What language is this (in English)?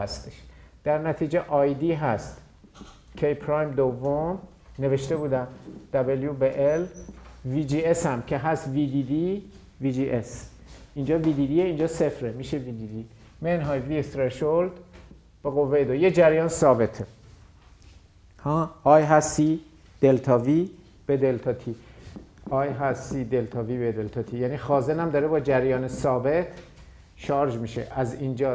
Persian